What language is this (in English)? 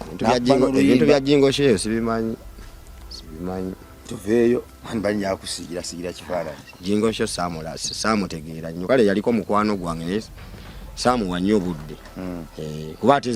Ganda